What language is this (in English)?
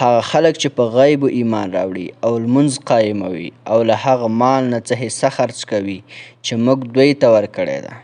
Pashto